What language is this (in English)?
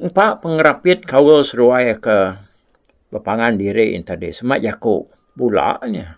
Iban